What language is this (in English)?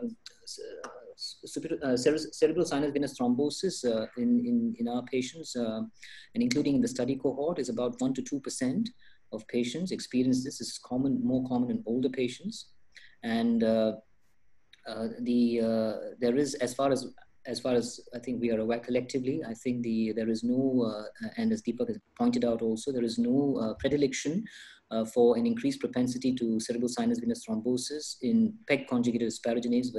English